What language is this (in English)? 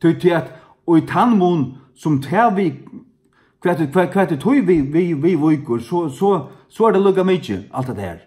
Faroese